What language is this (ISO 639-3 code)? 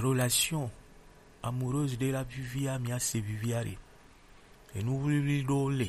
gej